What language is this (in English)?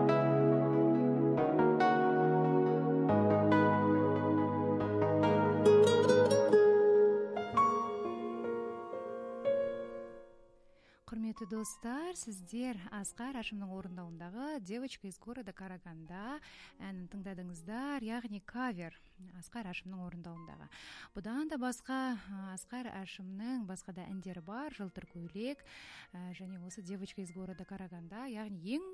Kazakh